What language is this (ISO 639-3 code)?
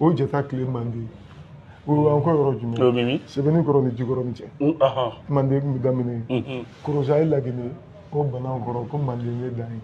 bam